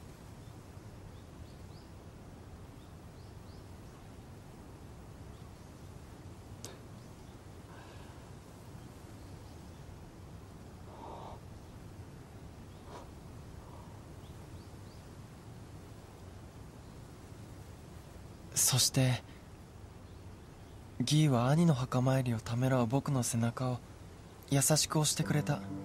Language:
Japanese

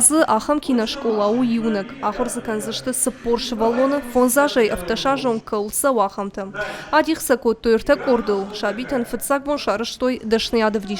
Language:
Ossetic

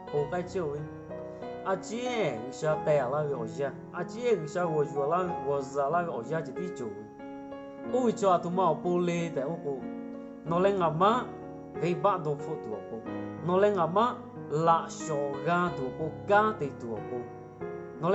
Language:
Lahu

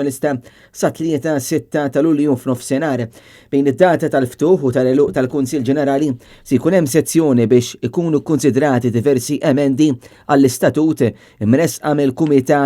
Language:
Maltese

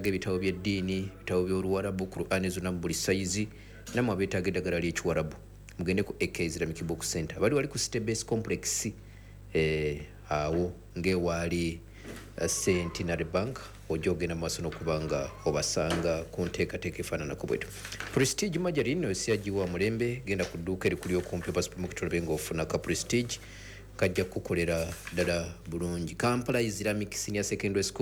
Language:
Ganda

